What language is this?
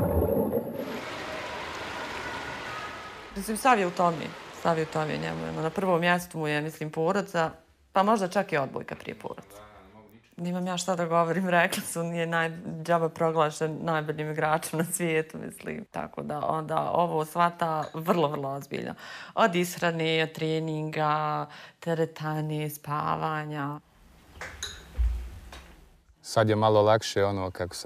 Bosnian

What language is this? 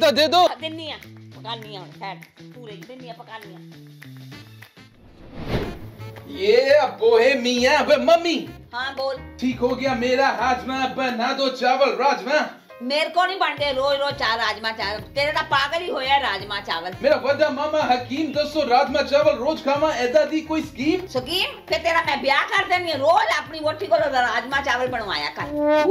Punjabi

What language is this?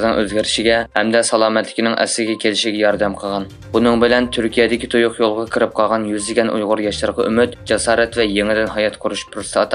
Uyghur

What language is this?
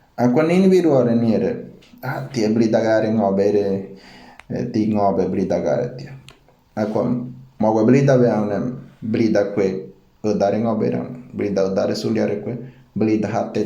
Ngäbere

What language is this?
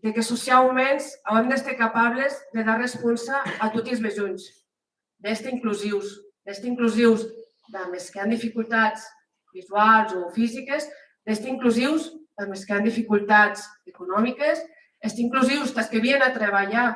Occitan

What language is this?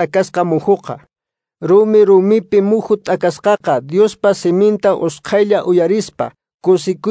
Quechua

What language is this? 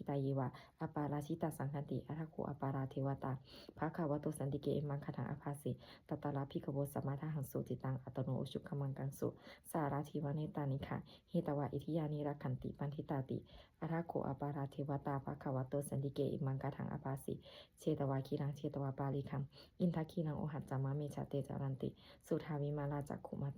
Pali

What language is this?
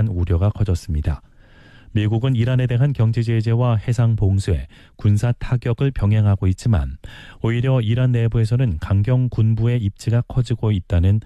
Korean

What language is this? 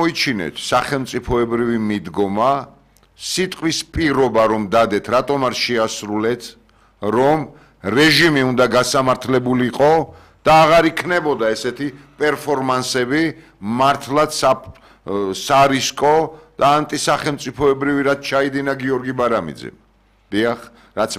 Georgian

